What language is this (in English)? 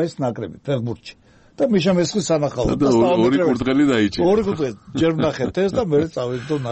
Georgian